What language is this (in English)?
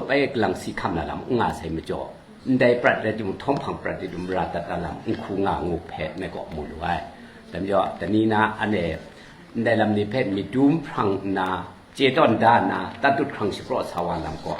Kachin